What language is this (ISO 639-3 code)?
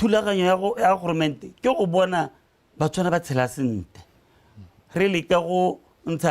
tsn